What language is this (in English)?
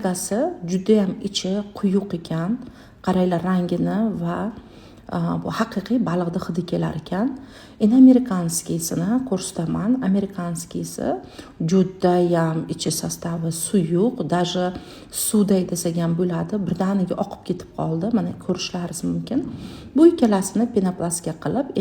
Uzbek